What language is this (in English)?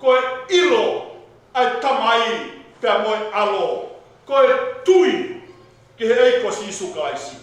Tongan